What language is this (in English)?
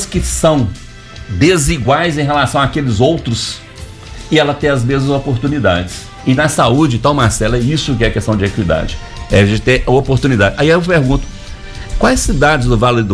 Portuguese